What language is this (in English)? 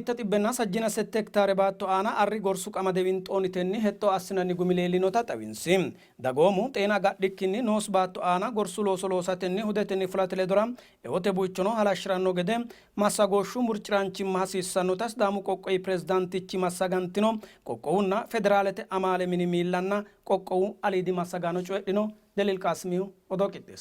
Sidamo